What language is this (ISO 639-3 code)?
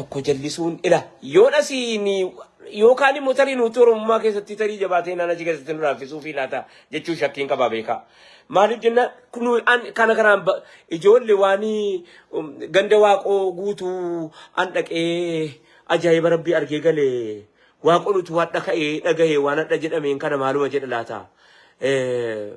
orm